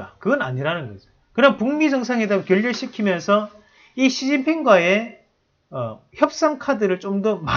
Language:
Korean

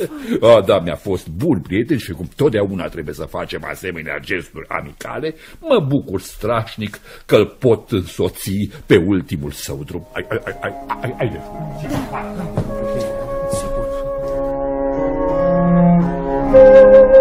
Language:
Romanian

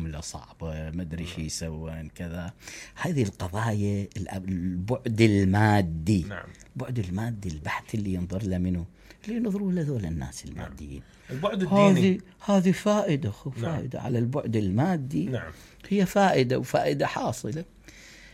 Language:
Mesopotamian Arabic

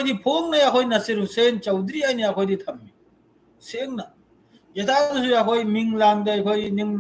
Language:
Manipuri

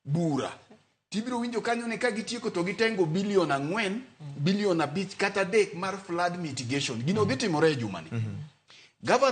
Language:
Luo (Kenya and Tanzania)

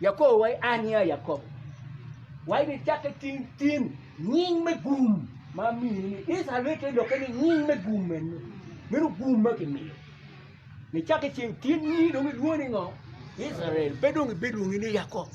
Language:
Acoli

